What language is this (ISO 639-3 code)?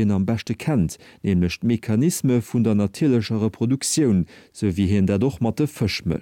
ltz